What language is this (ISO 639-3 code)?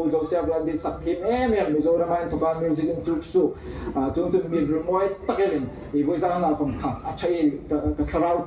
hmr